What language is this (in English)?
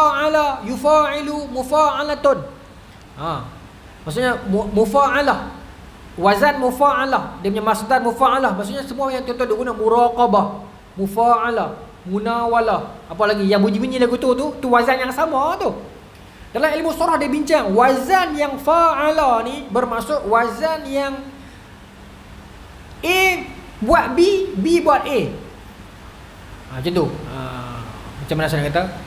Malay